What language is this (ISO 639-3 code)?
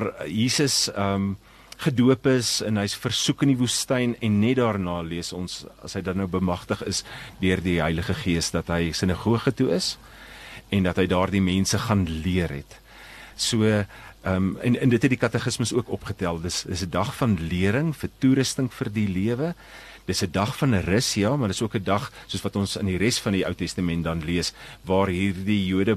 afr